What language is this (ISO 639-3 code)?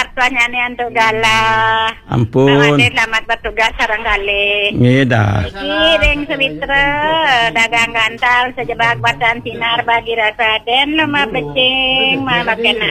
ban